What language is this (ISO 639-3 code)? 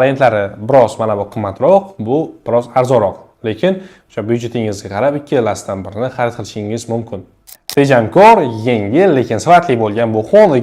uzb